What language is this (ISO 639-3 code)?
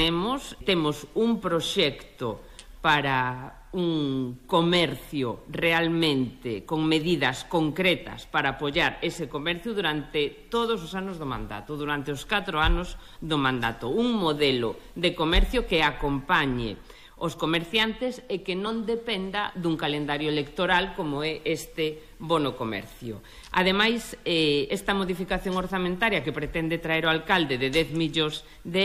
glg